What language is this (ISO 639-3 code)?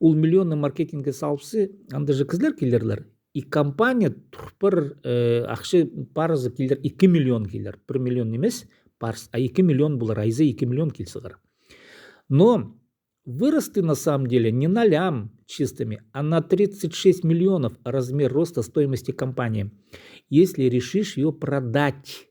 kjh